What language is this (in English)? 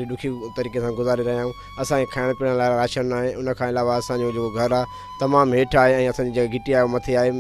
Sindhi